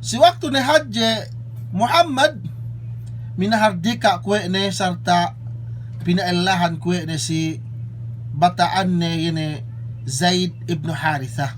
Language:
Yakan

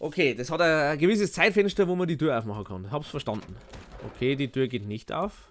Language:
Bavarian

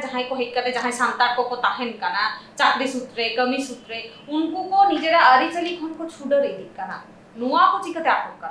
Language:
Santali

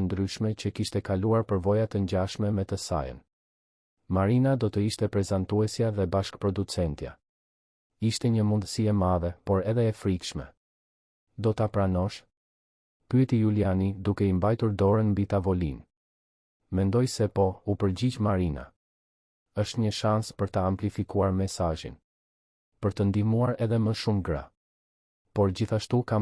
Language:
Albanian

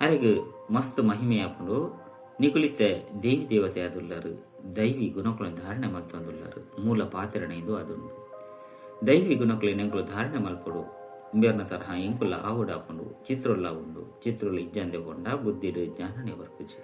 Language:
Tulu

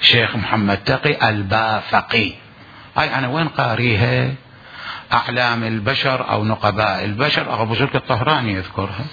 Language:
Mesopotamian Arabic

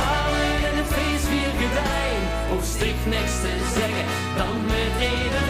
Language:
Limburgish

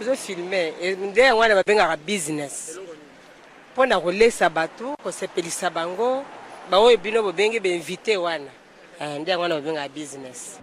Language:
Lingala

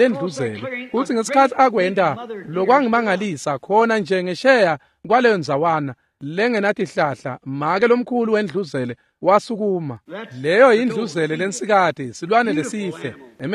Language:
Swati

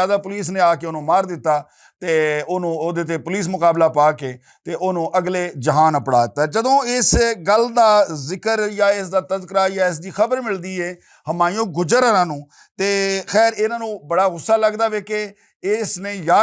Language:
Western Panjabi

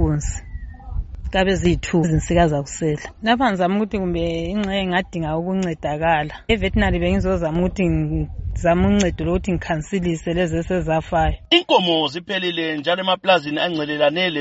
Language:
North Ndebele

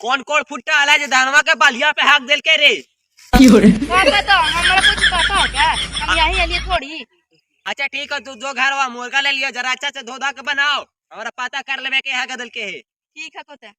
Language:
Magahi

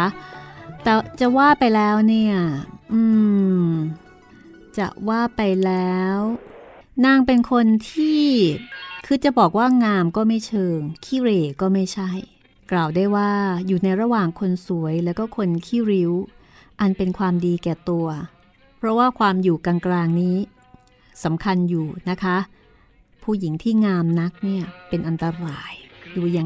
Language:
Thai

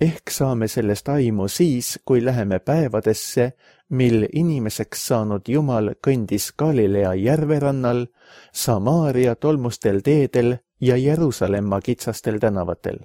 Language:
Estonian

